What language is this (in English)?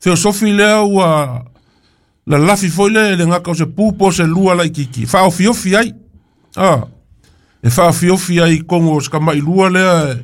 Samoan